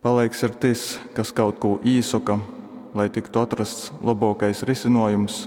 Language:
Latgalian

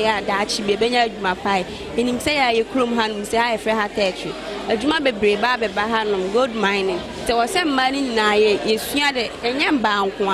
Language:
Akan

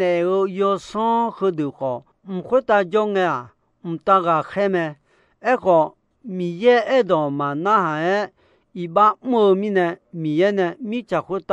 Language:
Akha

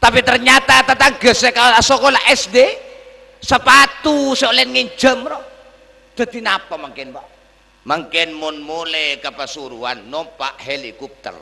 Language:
Madurese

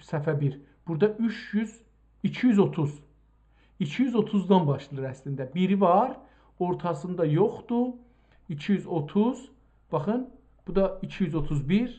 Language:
South Azerbaijani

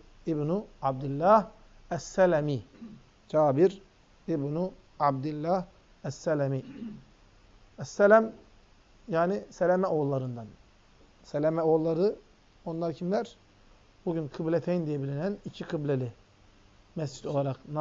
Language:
Turkish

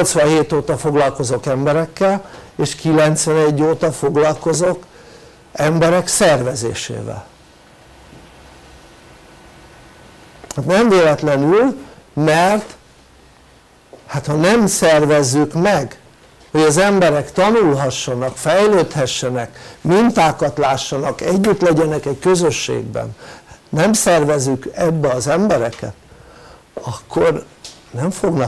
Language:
Hungarian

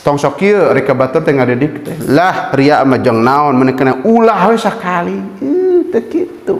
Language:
Sundanese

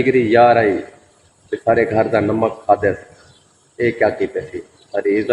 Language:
Saraiki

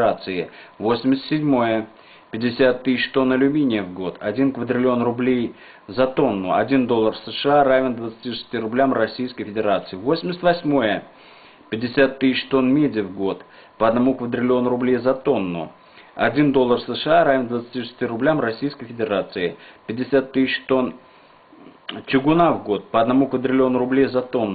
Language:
Russian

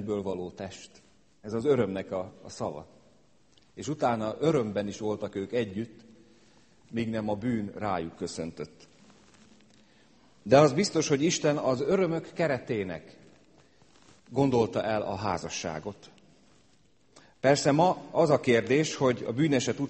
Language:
Hungarian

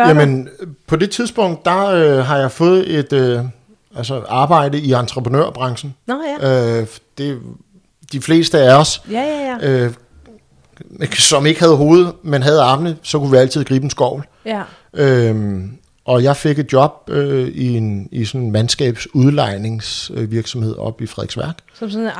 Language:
Danish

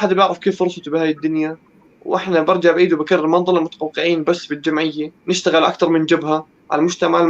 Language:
North Levantine Arabic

